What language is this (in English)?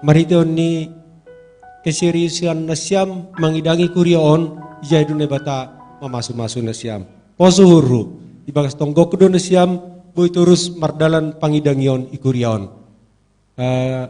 Batak Simalungun